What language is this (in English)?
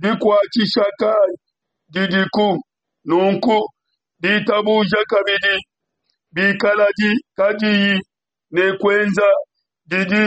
Luba-Lulua